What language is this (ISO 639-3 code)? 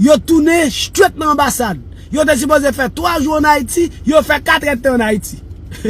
hat